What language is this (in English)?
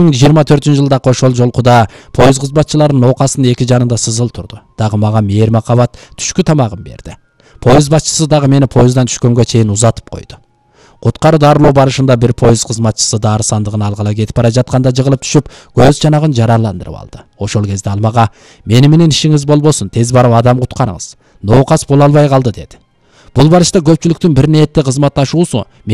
Kyrgyz